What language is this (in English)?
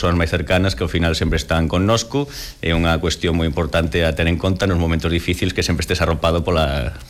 Galician